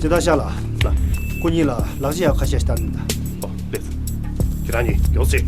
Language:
Tibetan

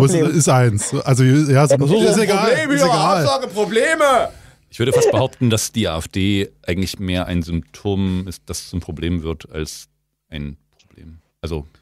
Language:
German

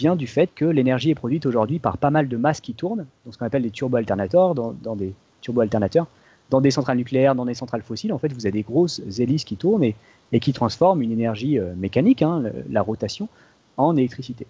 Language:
French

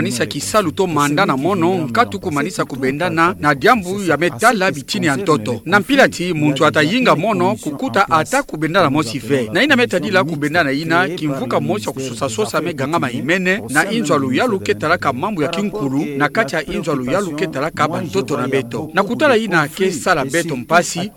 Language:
Kituba (Democratic Republic of Congo)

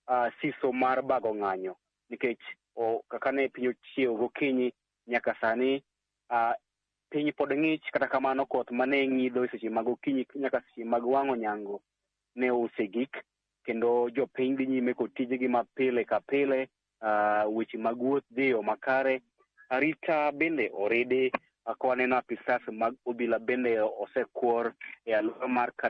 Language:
Luo (Kenya and Tanzania)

